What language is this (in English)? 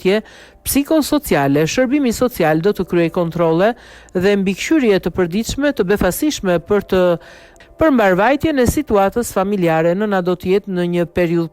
Albanian